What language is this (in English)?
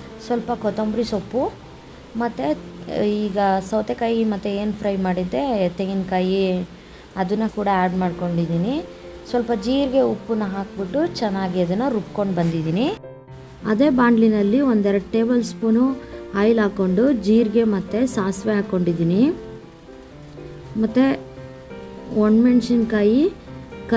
Kannada